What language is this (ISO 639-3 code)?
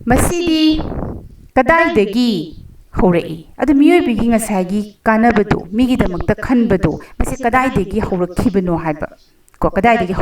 mni